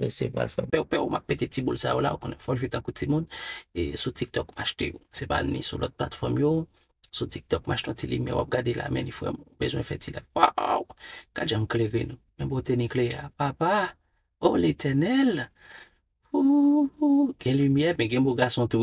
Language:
Haitian Creole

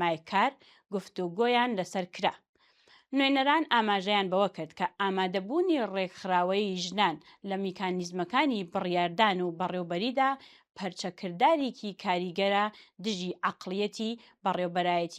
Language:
Central Kurdish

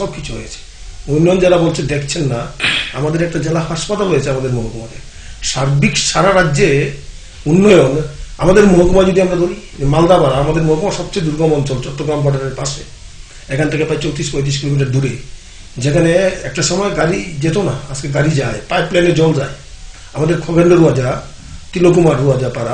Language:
Bangla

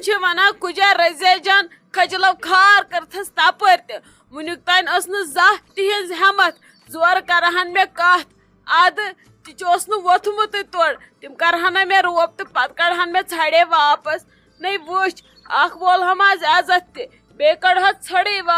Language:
Kashmiri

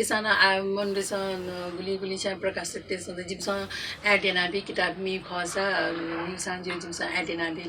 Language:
Newari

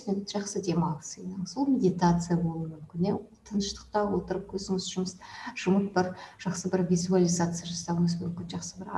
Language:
Kazakh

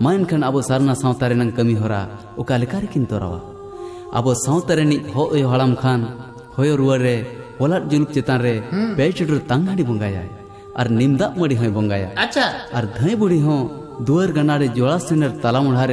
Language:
Santali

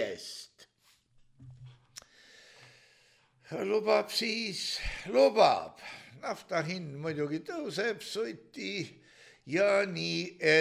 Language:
Estonian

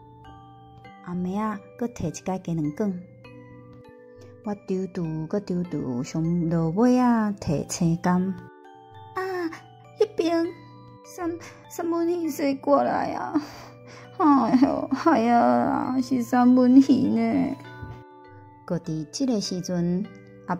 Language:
Min Nan Chinese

